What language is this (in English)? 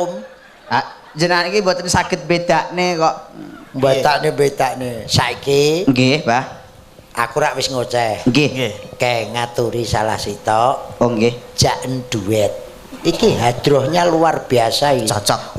Javanese